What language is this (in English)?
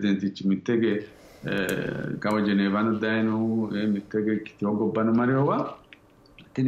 Sidamo